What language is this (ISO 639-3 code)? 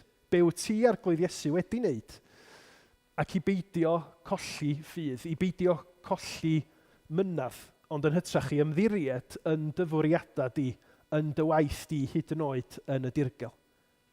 cym